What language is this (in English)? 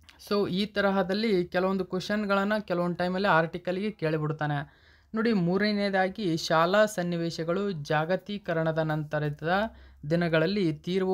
Kannada